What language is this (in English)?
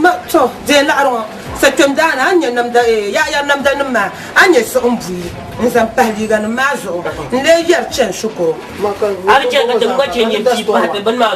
Dagbani